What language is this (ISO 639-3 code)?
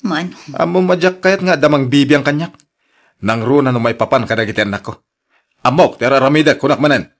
ilo